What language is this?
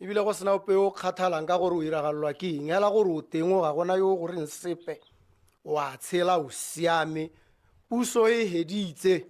Tswana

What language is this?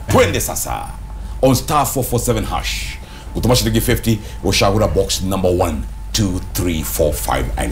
Kikuyu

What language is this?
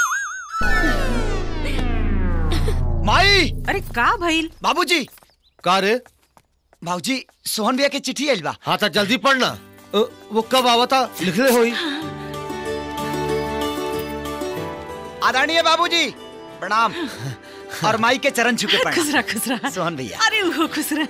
Bhojpuri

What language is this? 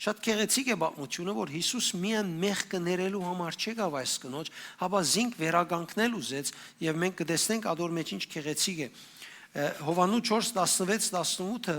Western Armenian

